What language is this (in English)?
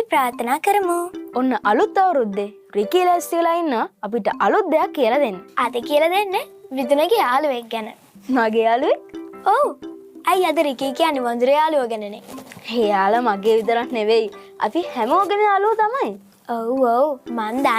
Sinhala